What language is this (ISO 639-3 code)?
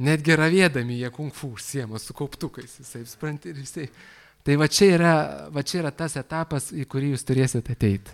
lit